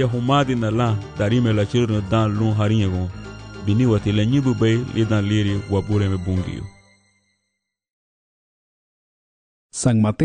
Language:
Garifuna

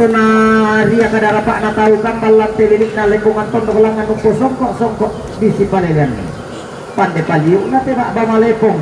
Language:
Toraja-Sa'dan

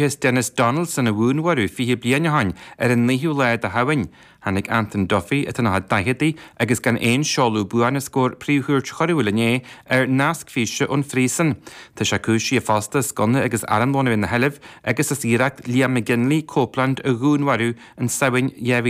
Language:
Irish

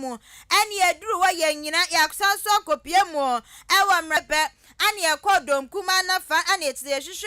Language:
Akan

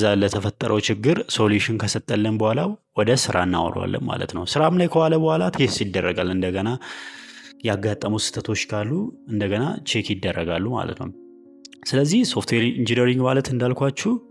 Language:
Amharic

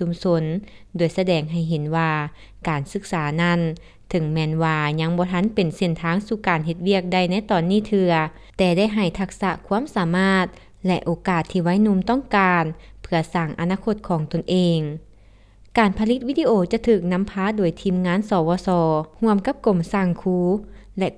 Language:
Lao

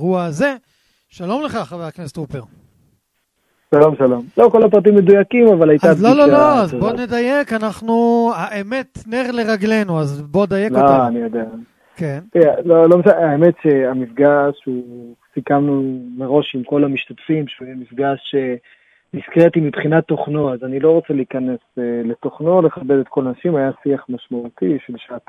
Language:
Hebrew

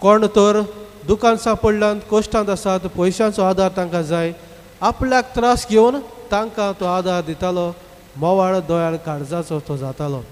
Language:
Konkani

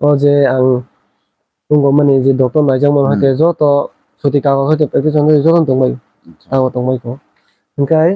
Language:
Kok Borok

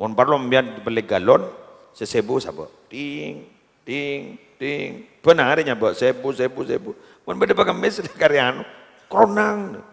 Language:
Madurese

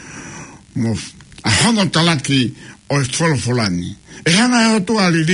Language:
Tongan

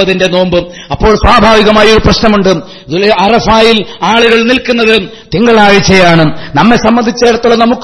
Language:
Malayalam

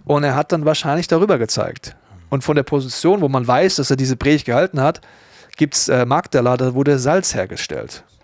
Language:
Swiss German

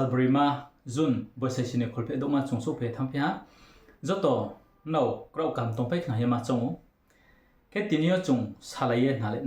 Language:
Riang (India)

